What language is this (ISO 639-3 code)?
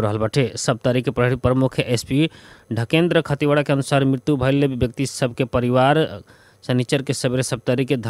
bho